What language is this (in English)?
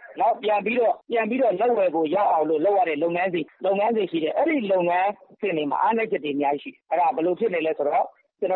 Burmese